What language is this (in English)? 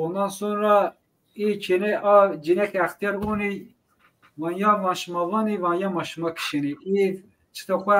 Zaza